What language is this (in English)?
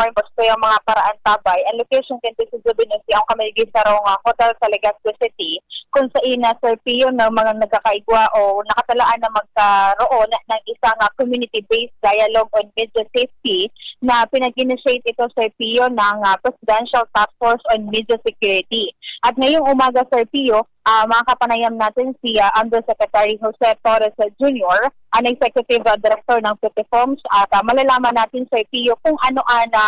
Bikol